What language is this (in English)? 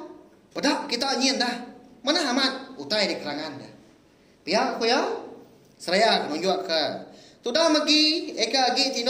Iban